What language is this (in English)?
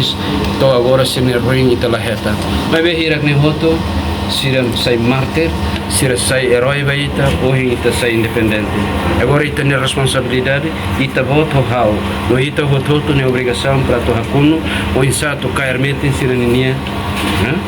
Tetum